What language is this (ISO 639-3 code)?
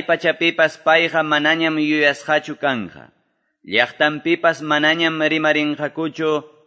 que